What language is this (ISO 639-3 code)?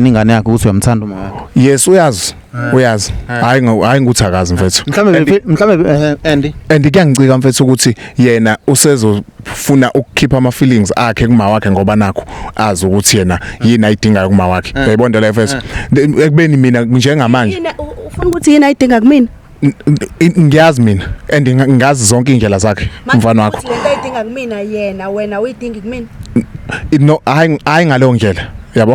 zul